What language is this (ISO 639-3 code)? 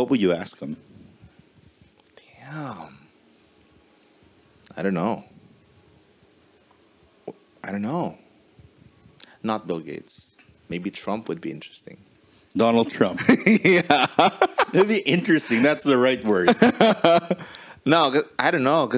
eng